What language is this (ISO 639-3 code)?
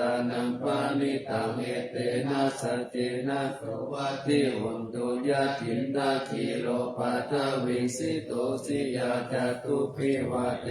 pli